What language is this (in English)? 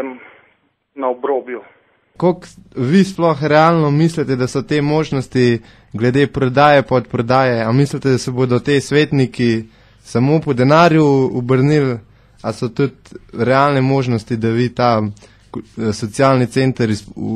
Slovenian